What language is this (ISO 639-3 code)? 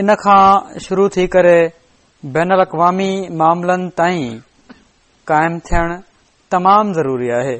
snd